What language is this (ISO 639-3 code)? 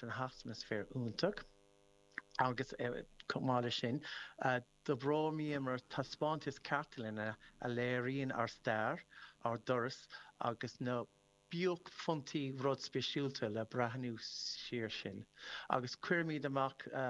gle